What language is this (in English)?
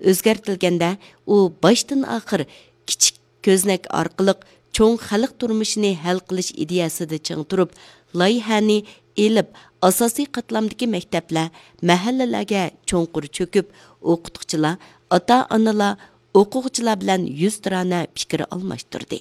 Uyghur